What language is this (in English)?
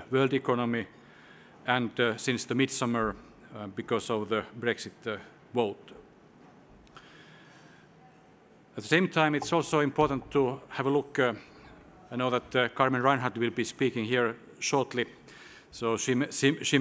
English